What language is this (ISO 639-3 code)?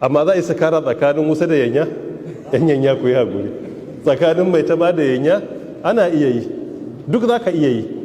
hau